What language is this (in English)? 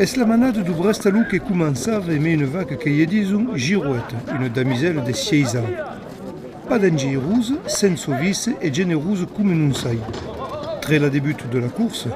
Occitan